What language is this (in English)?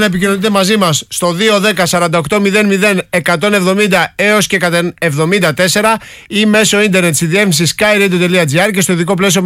Greek